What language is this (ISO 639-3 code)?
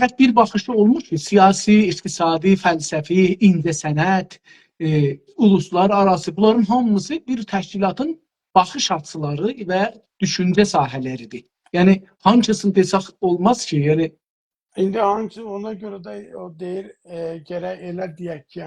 azb